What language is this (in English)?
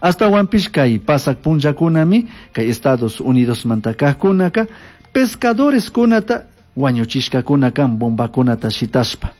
Chimborazo Highland Quichua